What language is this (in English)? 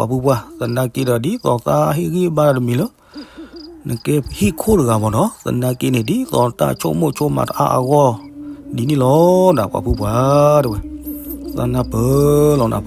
S'gaw Karen